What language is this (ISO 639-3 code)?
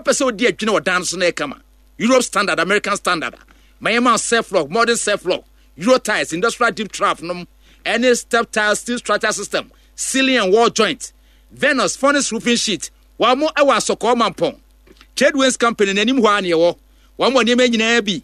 aka